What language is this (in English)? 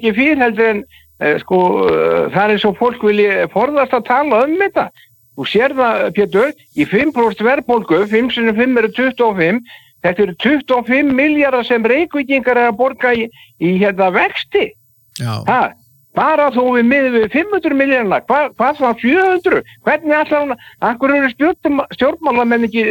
Icelandic